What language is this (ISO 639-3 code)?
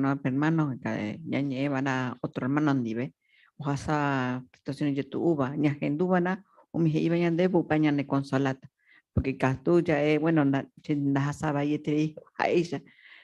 grn